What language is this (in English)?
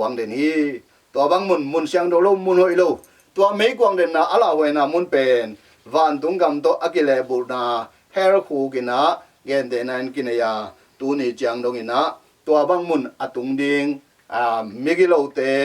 Tedim Chin